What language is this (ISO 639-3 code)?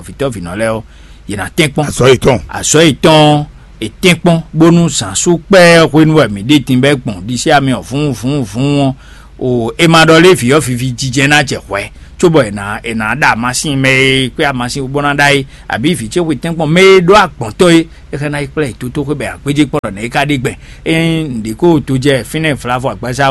fon